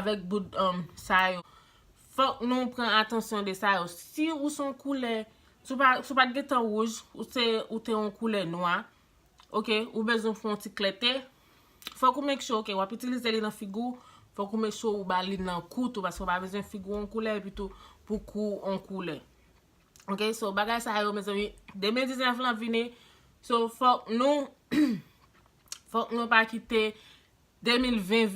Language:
Haitian Creole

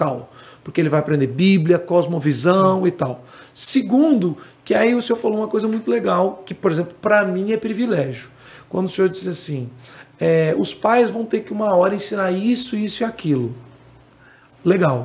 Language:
Portuguese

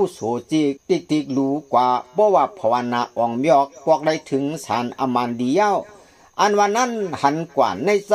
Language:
Shan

